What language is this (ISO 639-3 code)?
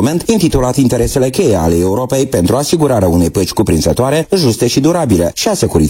ron